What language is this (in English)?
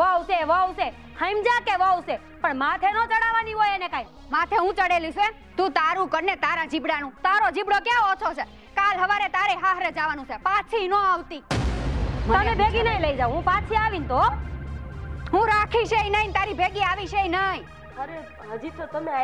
Gujarati